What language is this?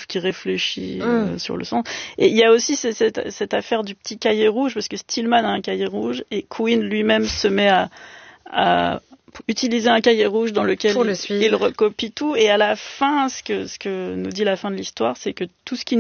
French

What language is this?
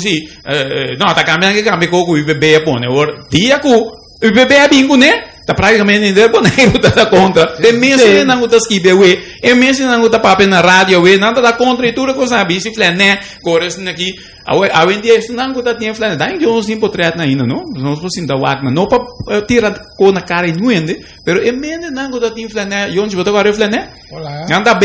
Papiamento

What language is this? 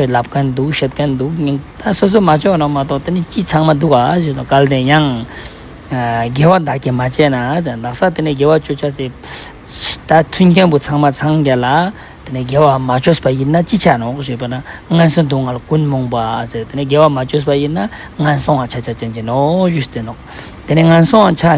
Ladakhi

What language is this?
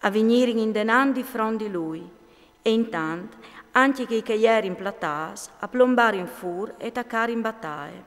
Friulian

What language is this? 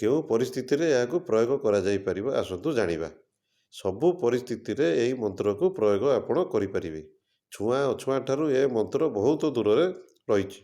Odia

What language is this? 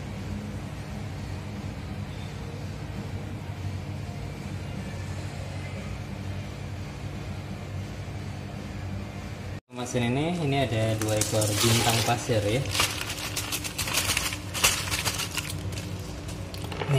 Indonesian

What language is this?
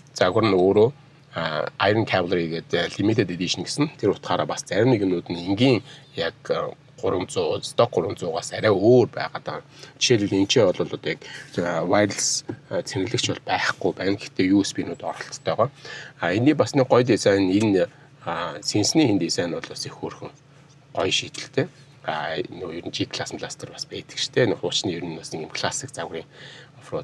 Mongolian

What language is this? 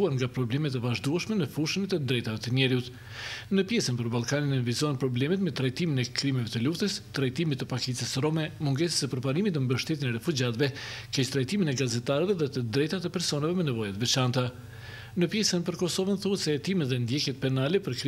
Albanian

